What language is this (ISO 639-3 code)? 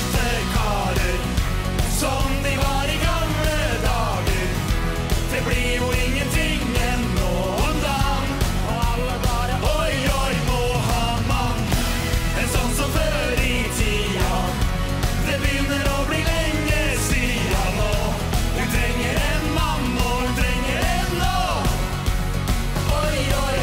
nor